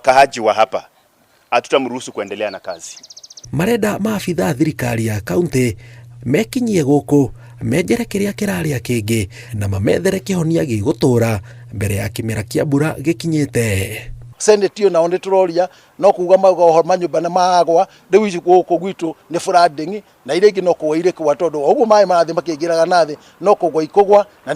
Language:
Kikuyu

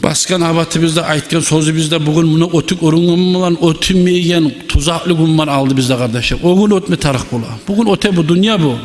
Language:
Kumyk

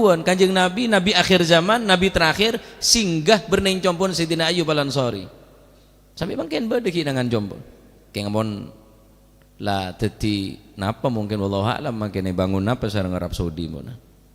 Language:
Madurese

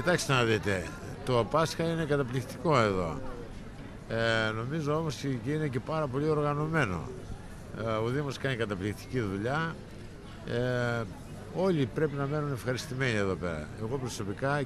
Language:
Greek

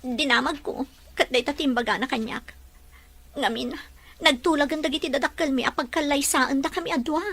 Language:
Iloko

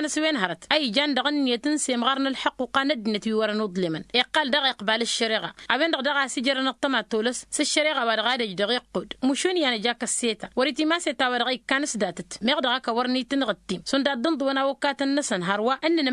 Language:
Tamasheq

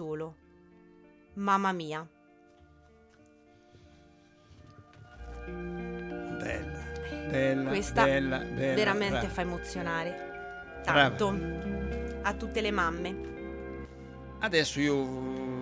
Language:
Italian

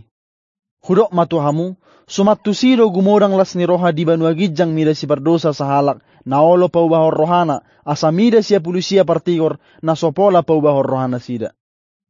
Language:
Batak Toba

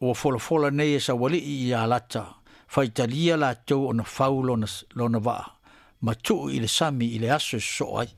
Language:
Samoan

